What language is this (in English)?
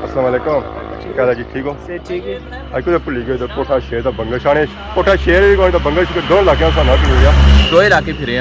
Pahari-Potwari